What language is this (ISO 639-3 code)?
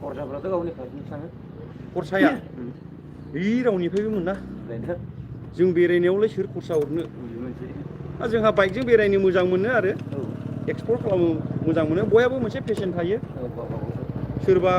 brx